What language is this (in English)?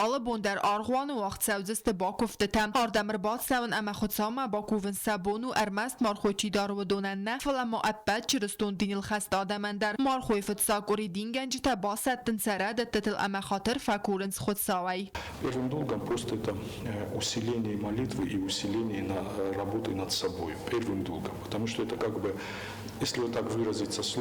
Ossetic